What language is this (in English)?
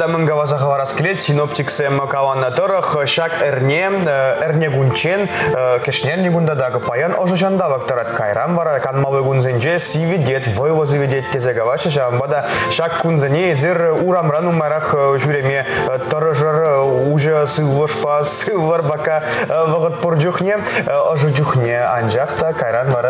Chuvash